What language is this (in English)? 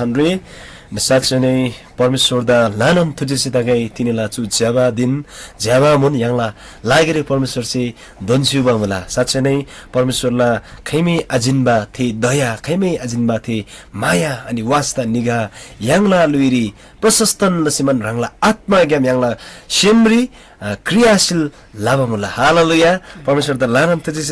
Eastern Tamang